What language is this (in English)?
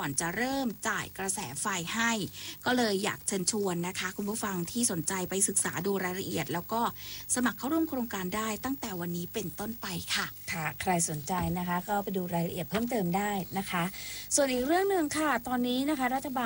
Thai